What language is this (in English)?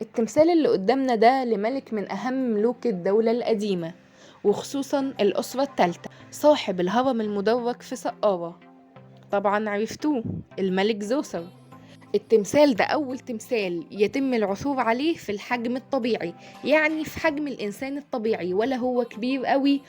Egyptian Arabic